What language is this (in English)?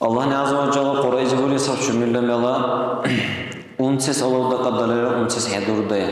Dargwa